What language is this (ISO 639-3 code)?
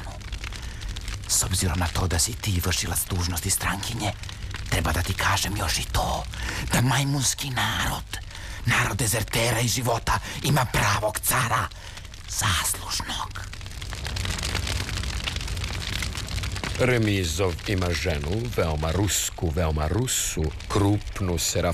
srp